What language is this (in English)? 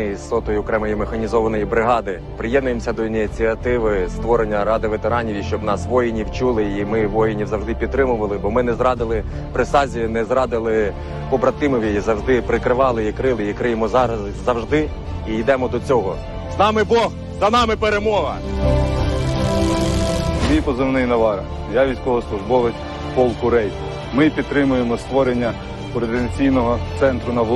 Ukrainian